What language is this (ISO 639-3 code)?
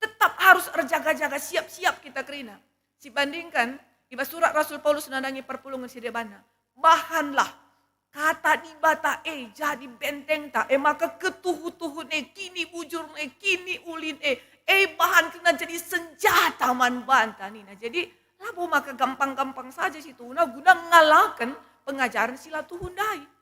btx